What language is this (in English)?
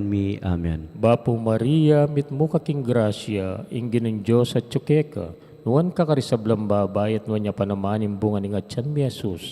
Pampanga